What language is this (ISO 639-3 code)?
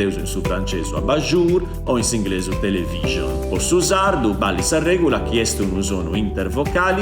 srd